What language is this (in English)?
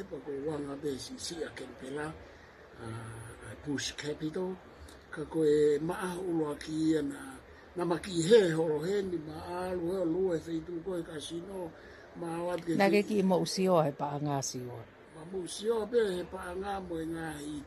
Tongan